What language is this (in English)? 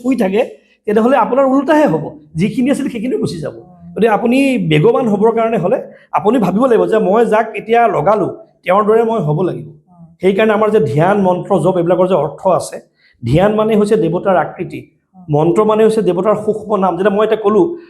Assamese